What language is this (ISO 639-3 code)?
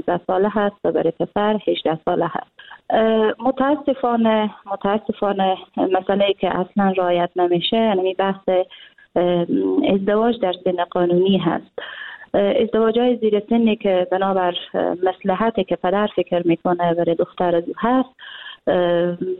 fas